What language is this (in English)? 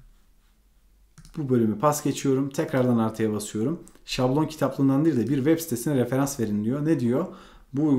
Turkish